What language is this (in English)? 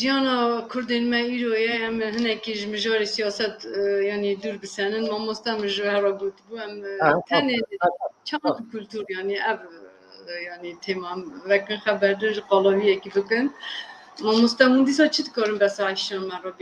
Kurdish